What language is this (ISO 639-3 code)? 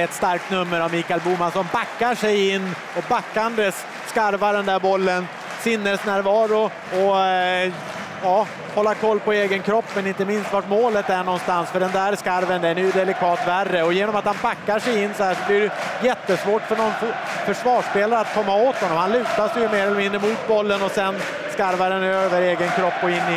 swe